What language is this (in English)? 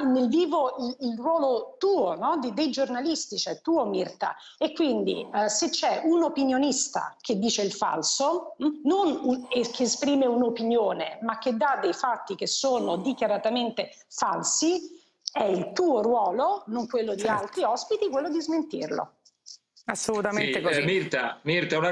Italian